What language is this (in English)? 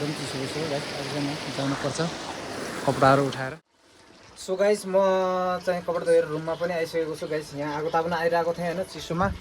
Nepali